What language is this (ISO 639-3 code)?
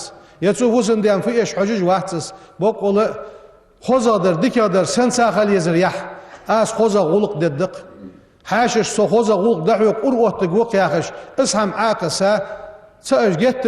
inh